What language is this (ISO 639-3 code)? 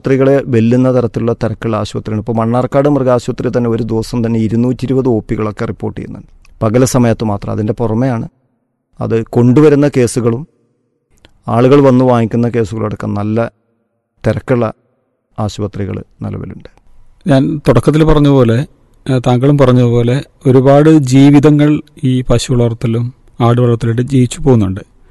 mal